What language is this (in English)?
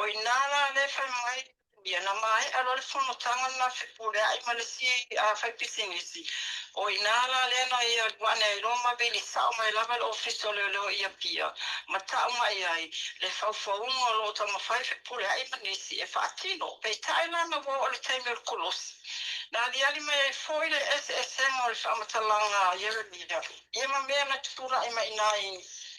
Samoan